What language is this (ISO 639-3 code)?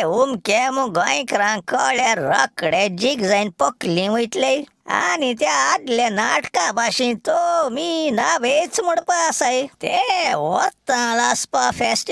kok